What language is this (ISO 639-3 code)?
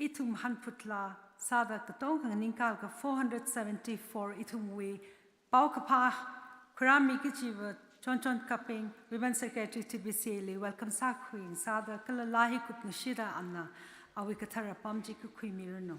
nmf